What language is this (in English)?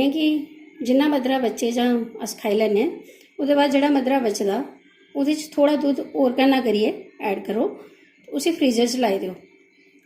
Dogri